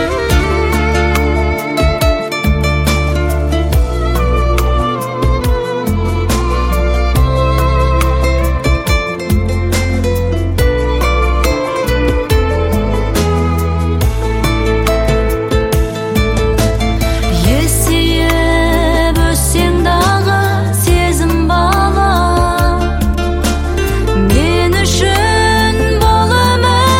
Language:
Kazakh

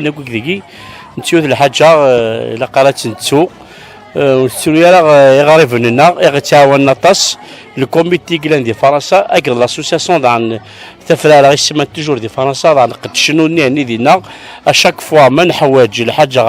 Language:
Kabyle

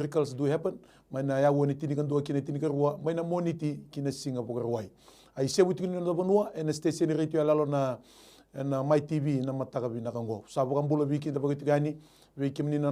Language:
Fijian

